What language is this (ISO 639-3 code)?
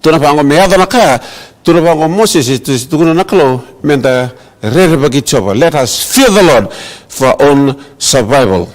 fij